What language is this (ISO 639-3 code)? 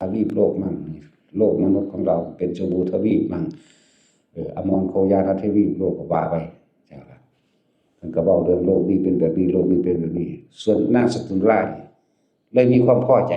tts